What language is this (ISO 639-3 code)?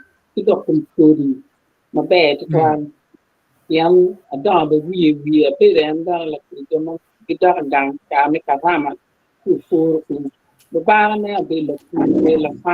ach